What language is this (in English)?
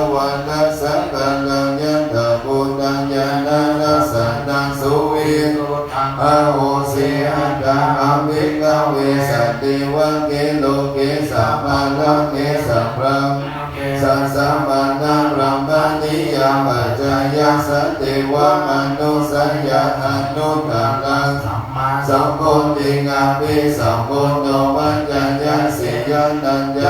Pali